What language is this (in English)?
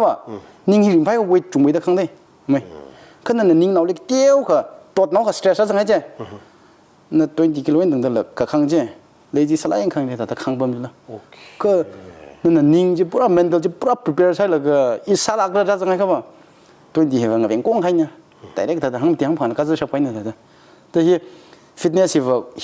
Tangkhul Naga (India)